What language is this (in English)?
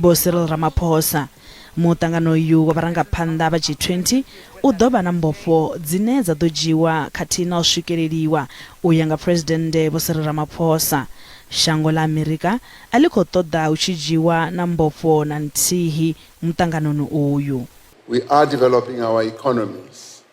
Venda